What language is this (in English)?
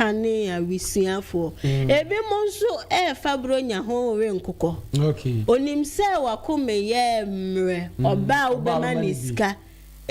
Akan